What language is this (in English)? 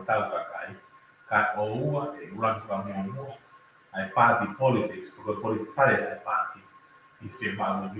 Tongan